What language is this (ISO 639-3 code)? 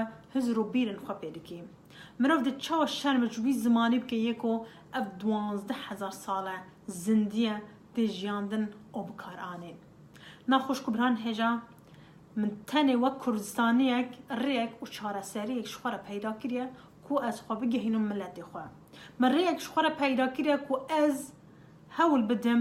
kur